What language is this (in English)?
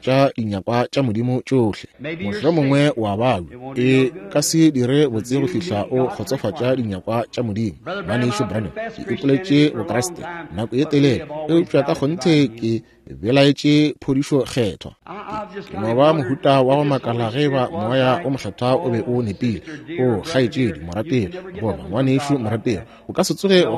Northern Sotho